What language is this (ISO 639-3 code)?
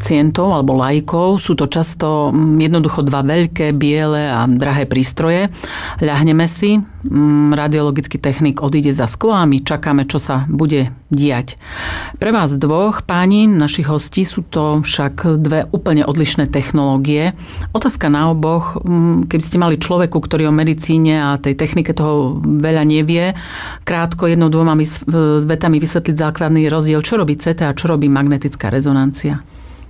slk